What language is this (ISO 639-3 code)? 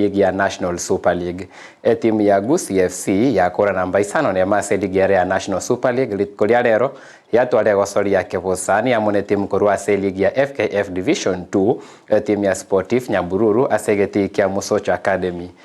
guz